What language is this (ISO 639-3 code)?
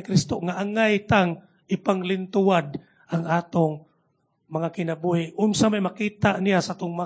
ceb